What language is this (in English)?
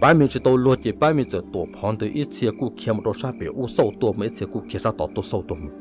Hmong